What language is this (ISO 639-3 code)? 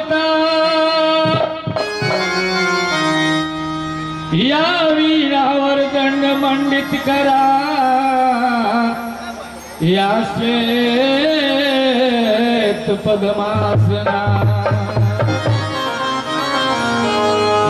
bho